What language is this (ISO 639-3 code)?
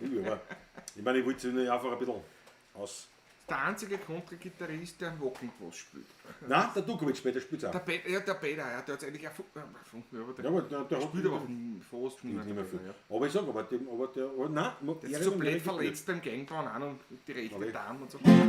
bar